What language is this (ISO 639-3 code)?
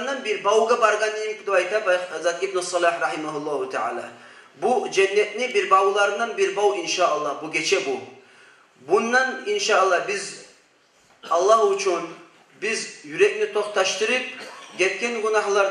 kum